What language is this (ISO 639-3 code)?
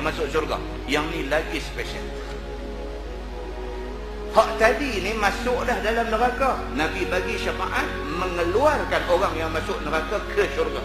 msa